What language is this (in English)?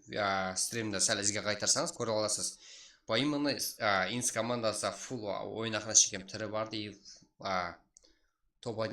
Kara-Kalpak